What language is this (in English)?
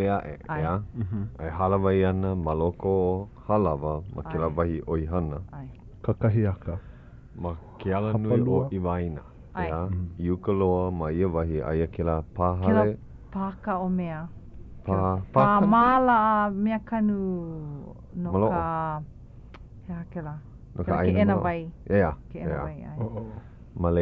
Hawaiian